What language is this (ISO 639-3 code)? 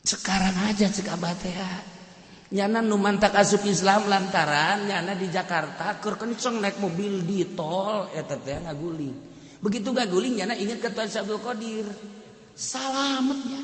sun